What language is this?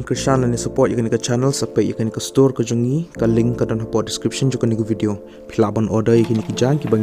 Khasi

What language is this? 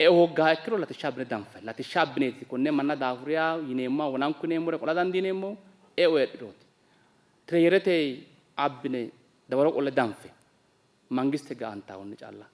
Sidamo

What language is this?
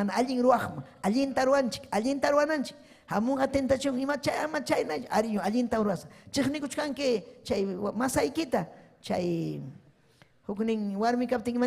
Ayacucho Quechua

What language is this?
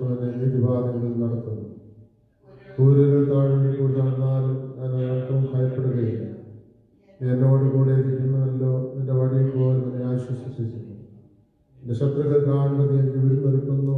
Malayalam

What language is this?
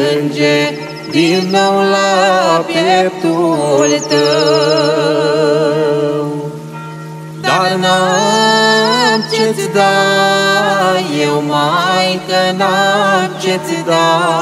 Romanian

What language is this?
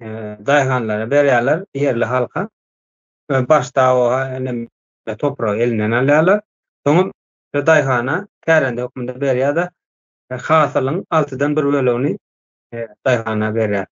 Turkmen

